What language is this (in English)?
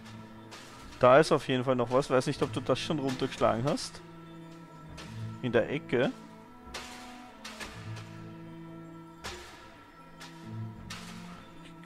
German